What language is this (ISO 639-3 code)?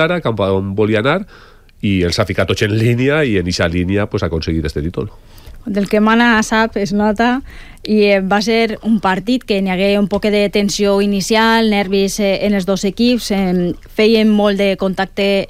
cat